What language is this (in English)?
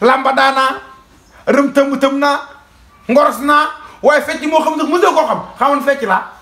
Wolof